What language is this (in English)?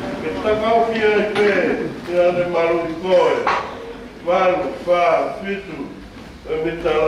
Tongan